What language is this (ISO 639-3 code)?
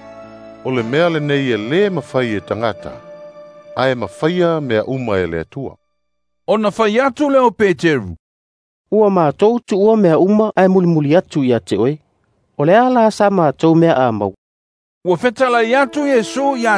smo